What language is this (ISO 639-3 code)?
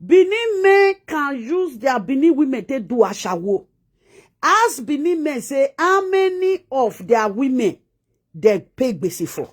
pcm